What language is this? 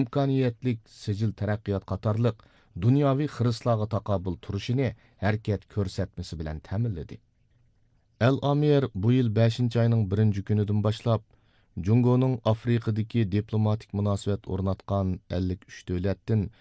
Uyghur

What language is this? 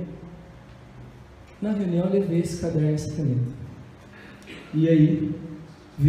Portuguese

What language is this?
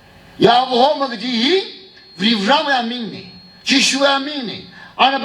Tangkhul Naga (India)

